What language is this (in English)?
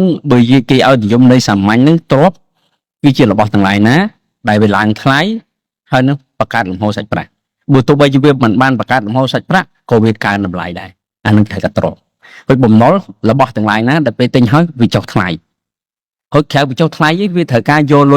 Khmer